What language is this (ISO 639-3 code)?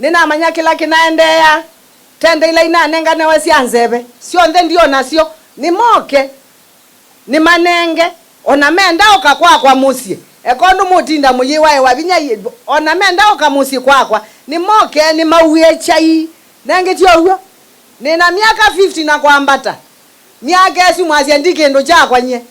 kam